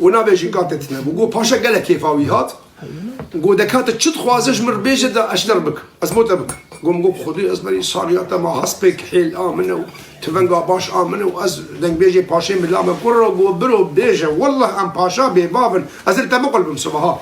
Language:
Kurdish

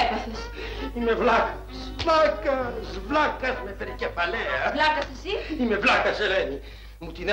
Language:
Greek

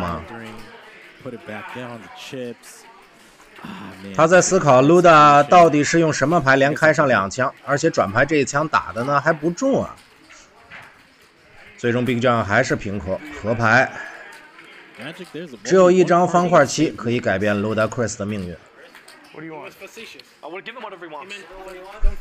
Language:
Chinese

